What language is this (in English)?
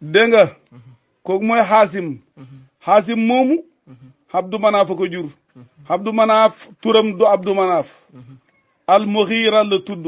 Wolof